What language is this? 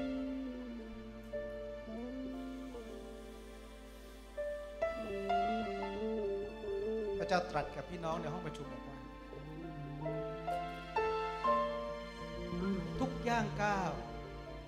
Thai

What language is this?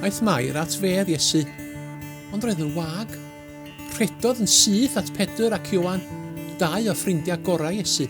Welsh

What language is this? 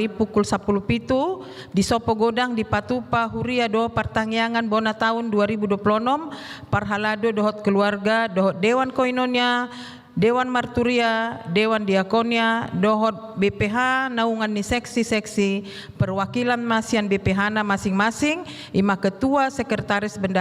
Batak Toba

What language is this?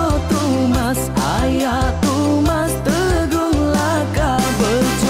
Iban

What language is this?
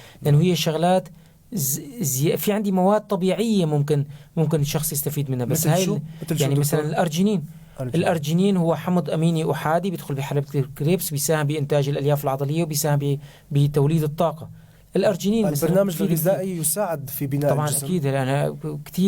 North Levantine Arabic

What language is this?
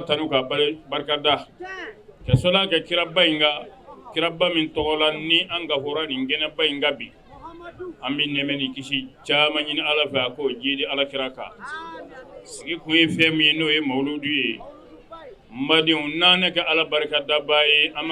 Bambara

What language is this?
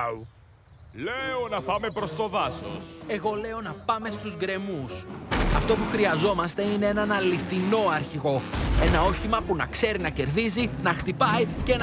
Greek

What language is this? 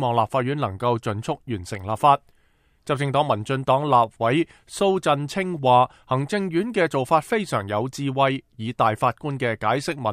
Cantonese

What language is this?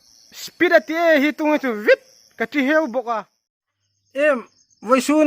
Hmar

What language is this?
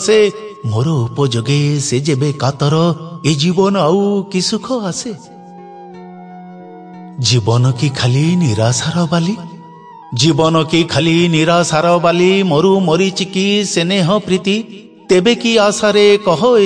Odia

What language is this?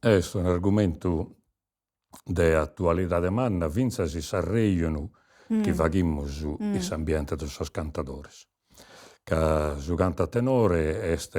Sardinian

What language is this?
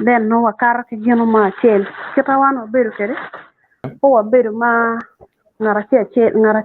Acoli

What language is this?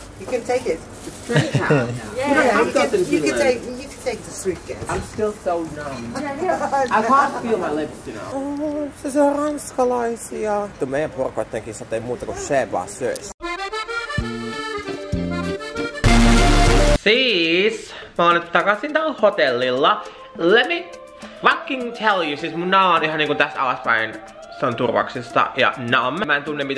Finnish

